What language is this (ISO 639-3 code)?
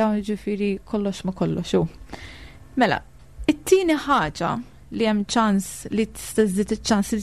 mlt